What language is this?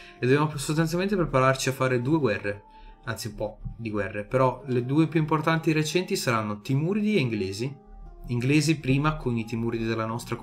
Italian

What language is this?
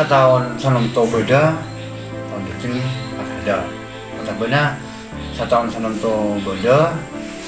Madurese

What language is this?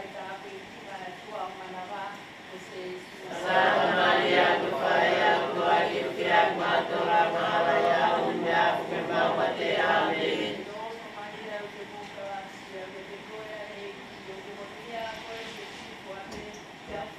Tongan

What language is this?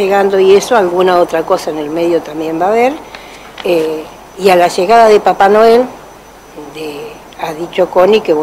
Spanish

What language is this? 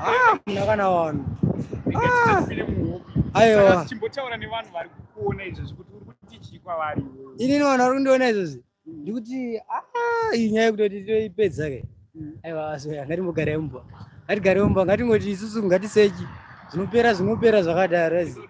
Shona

